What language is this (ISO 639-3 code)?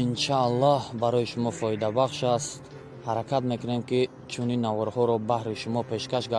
tgk